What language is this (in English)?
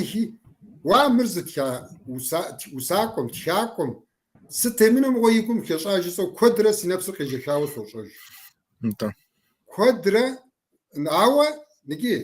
Kabardian